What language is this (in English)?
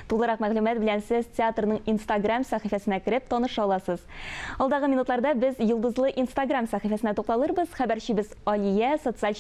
Tatar